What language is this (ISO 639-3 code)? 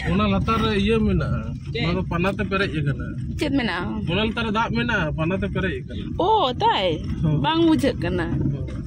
sat